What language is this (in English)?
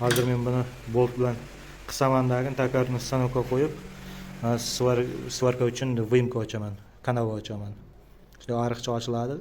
Uzbek